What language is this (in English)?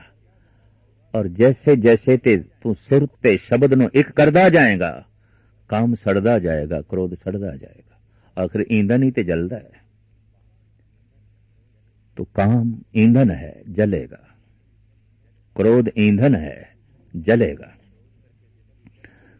Punjabi